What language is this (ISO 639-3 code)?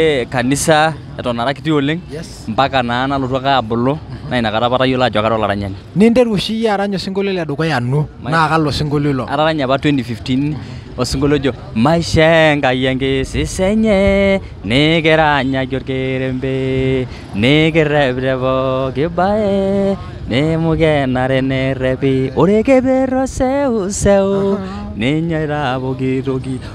mas